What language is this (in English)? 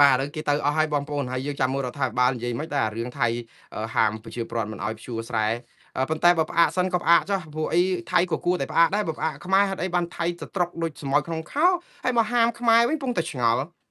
Khmer